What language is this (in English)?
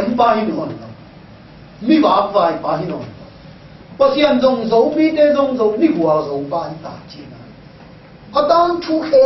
Tedim Chin